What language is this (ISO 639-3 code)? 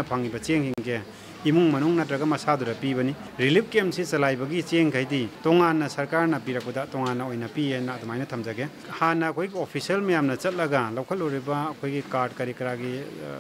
mni